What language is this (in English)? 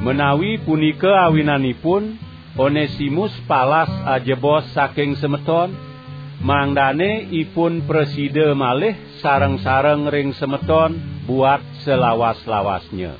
Balinese